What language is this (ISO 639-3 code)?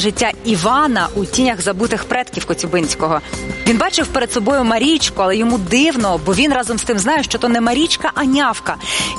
ukr